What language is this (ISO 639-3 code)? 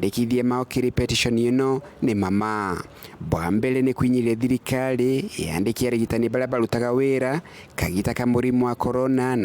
mer